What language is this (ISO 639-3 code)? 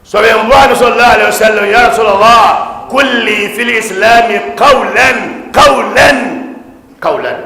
dag